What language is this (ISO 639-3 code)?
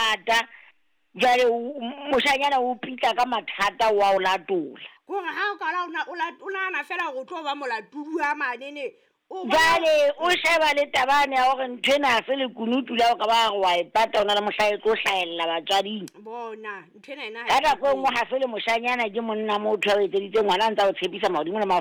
sot